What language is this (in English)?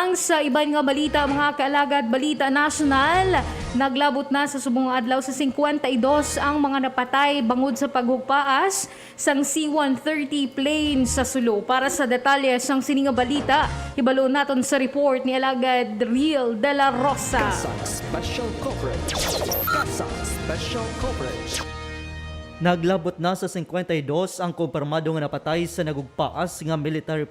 Hiligaynon